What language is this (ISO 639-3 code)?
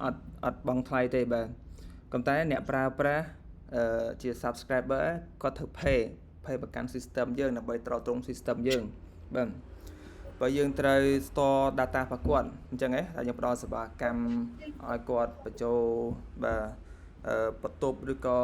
khm